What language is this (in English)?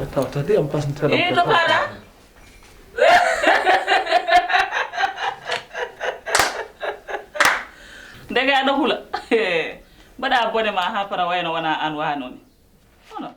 Fula